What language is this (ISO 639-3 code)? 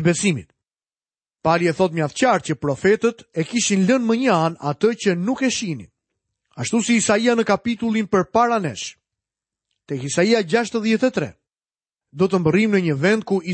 sqi